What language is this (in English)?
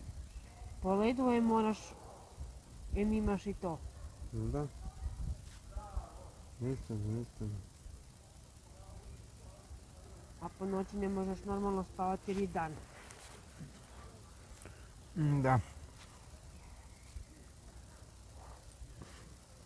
Croatian